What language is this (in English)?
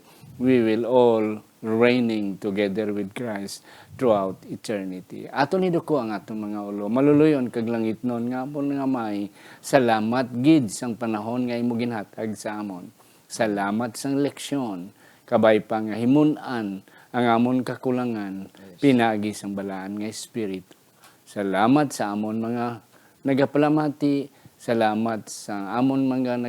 Hiligaynon